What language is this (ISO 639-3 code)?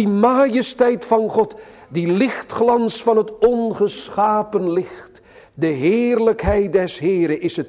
nld